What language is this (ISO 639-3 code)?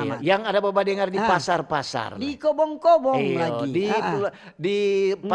xmm